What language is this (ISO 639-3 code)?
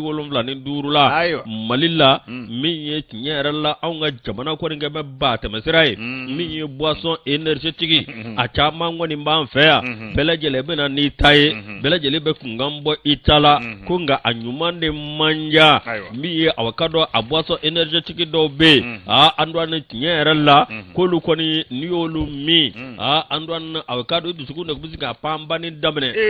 bam